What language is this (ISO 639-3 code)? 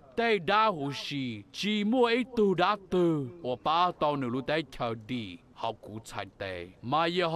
hmn